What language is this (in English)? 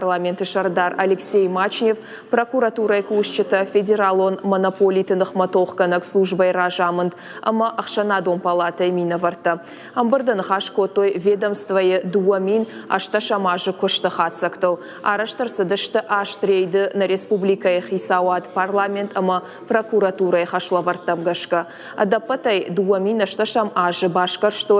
Ossetic